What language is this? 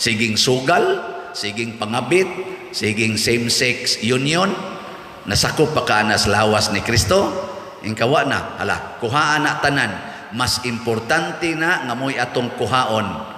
Cebuano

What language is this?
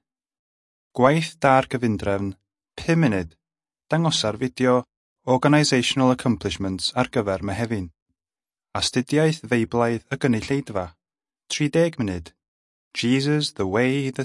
Welsh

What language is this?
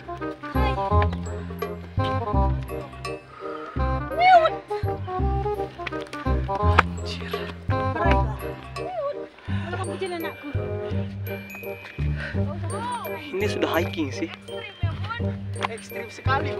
Indonesian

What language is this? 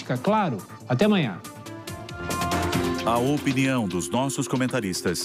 Portuguese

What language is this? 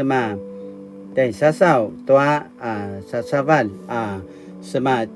Paiwan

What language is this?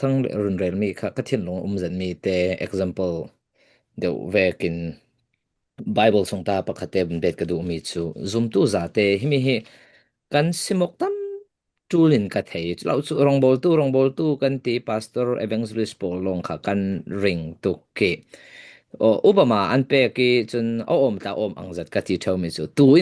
Falam Chin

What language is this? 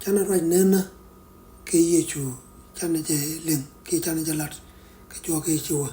Nuer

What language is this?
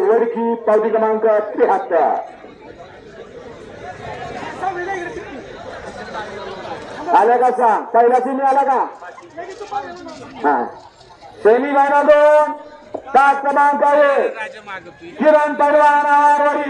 Marathi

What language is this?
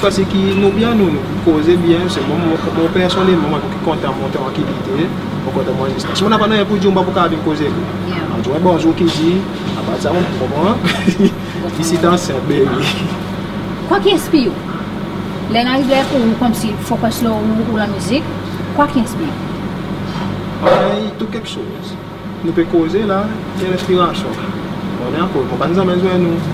Seselwa Creole French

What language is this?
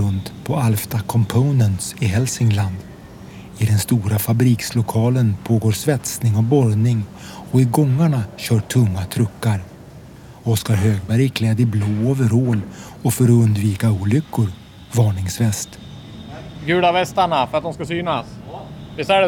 Swedish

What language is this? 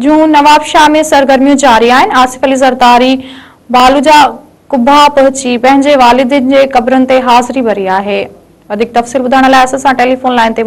Sindhi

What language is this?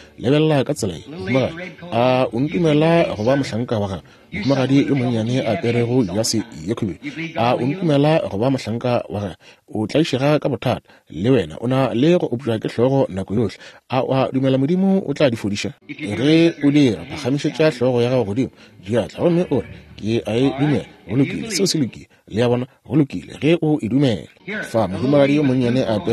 Northern Sotho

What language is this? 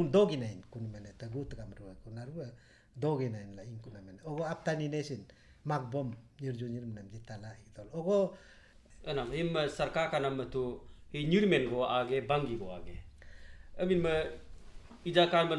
Galo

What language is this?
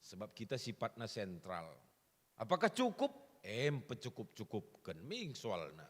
Batak Karo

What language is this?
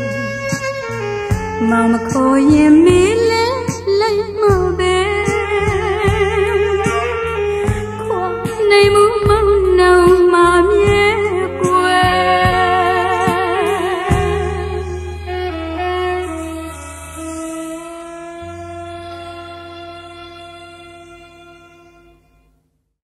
Burmese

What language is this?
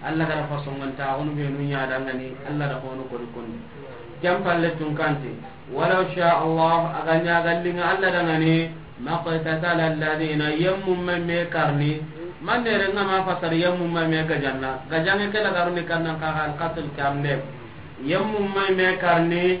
Soninke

